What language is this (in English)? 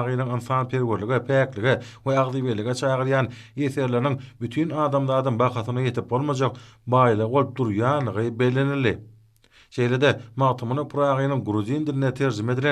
Turkmen